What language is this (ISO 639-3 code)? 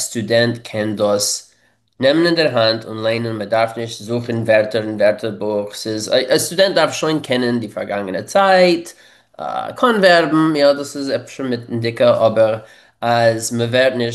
yid